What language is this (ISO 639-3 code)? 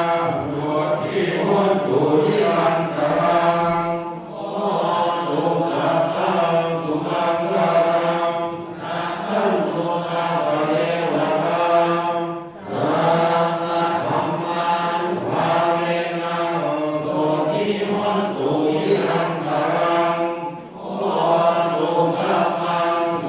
pli